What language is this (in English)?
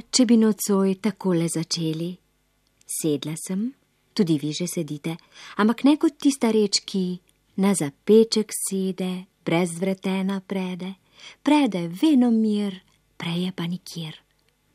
Slovenian